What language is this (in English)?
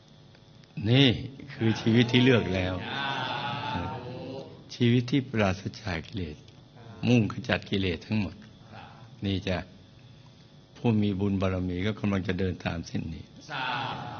Thai